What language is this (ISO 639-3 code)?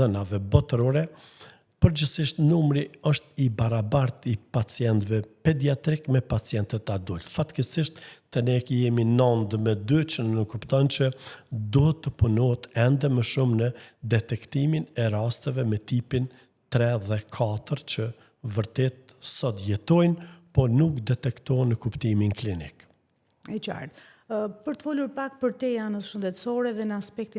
sqi